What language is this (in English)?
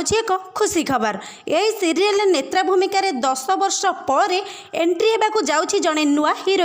Odia